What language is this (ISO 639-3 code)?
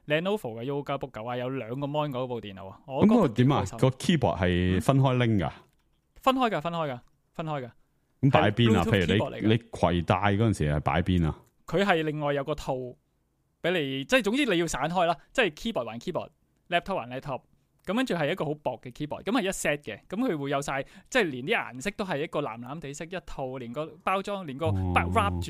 yue